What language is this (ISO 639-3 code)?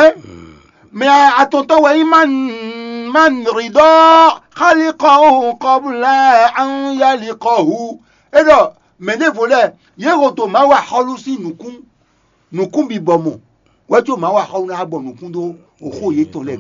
fon